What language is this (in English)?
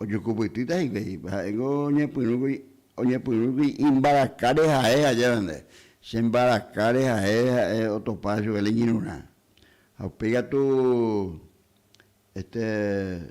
Guarani